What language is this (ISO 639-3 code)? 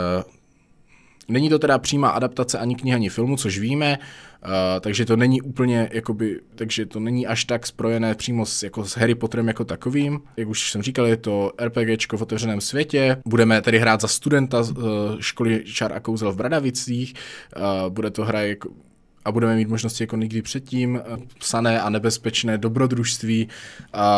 ces